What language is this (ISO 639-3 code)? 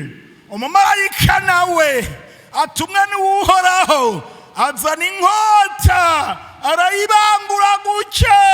run